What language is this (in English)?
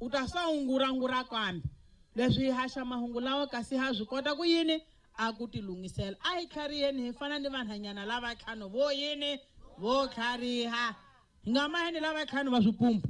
Tsonga